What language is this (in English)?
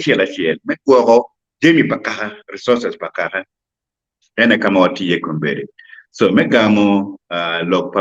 Acoli